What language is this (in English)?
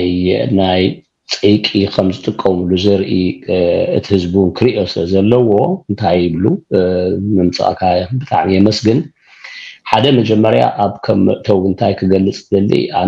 Tigrinya